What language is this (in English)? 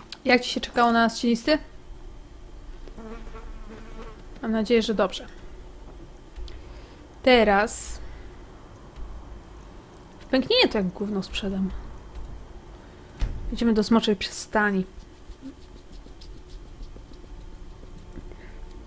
Polish